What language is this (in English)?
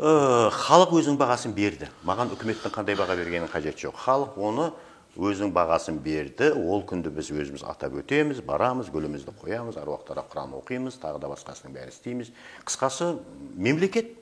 Kazakh